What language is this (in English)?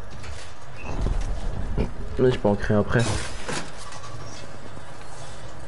French